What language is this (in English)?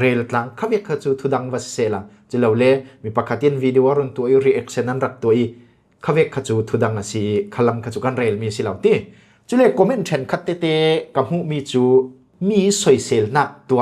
Falam Chin